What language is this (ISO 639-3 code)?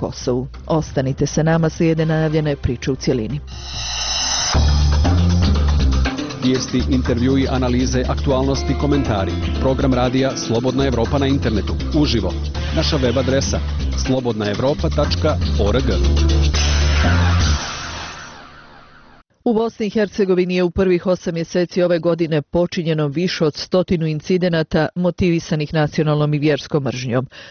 bos